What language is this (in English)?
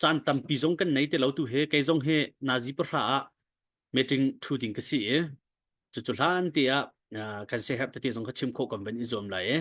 Hakha Chin